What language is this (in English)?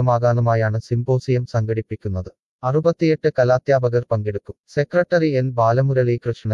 Malayalam